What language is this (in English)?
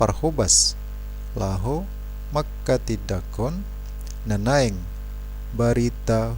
Batak Toba